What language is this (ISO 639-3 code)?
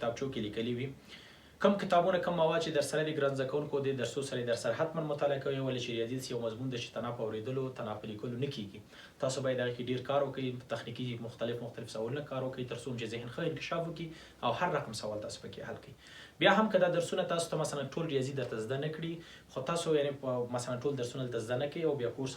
pus